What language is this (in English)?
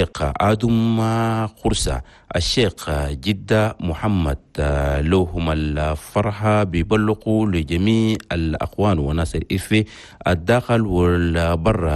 Chadian Arabic